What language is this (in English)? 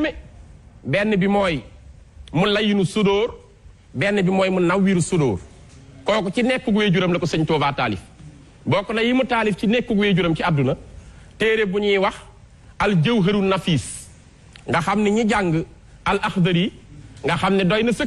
Wolof